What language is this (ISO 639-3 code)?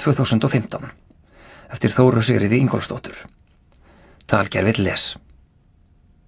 isl